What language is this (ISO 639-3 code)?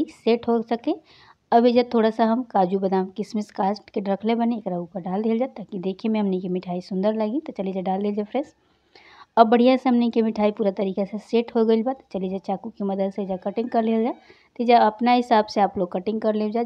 bho